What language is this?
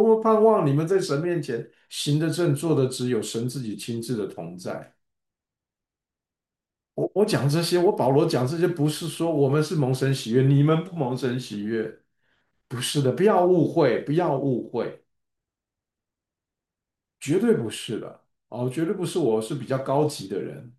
Chinese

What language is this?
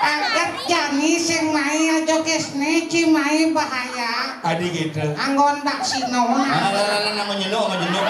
Balinese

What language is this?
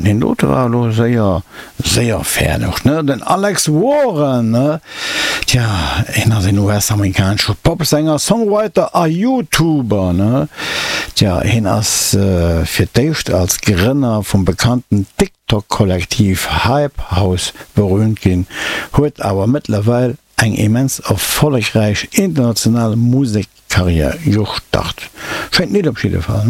Luxembourgish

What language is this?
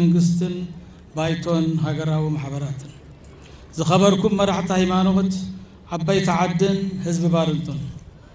Tigrinya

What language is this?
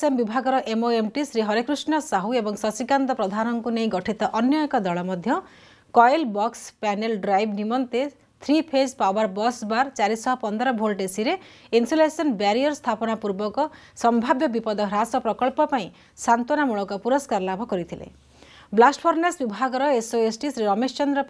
Odia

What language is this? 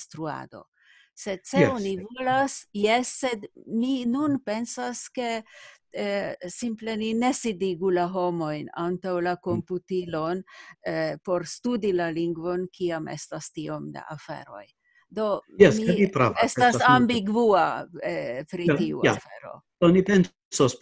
Esperanto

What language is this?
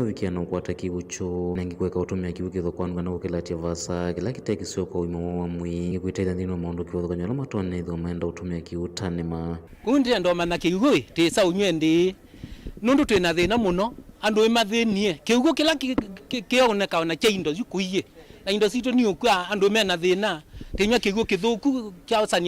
Kamba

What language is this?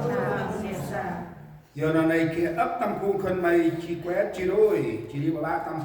Central Mnong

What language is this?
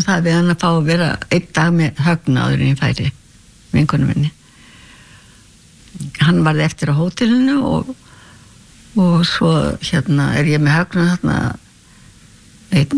Icelandic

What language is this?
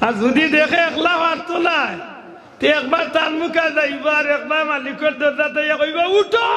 Sylheti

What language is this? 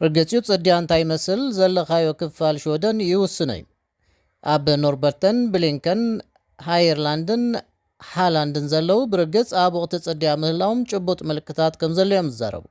Tigrinya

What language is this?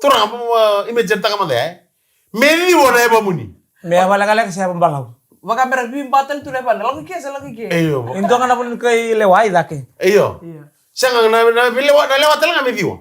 Fijian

